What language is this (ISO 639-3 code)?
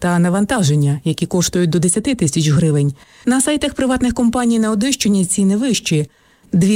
ukr